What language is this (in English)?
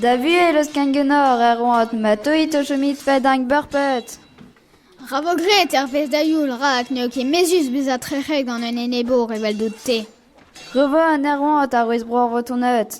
Breton